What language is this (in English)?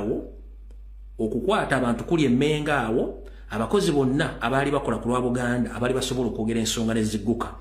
Ganda